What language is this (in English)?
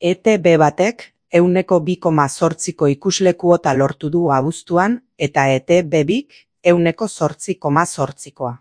Basque